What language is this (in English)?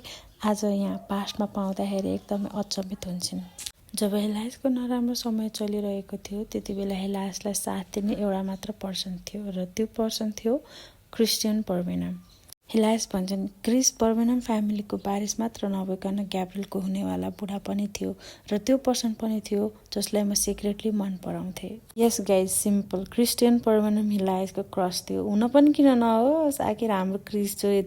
Nepali